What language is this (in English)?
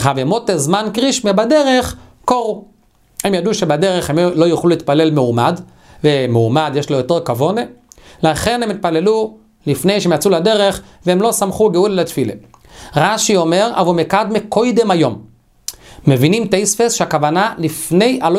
Hebrew